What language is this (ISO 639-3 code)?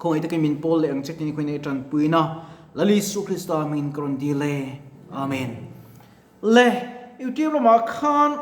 lus